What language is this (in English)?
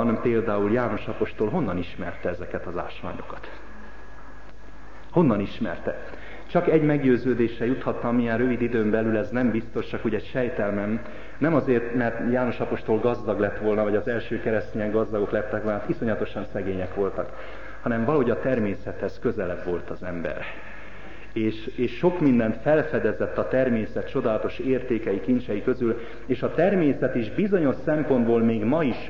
Hungarian